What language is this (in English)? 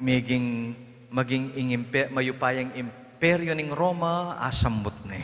Pampanga